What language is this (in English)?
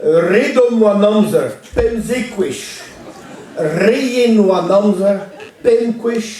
Breton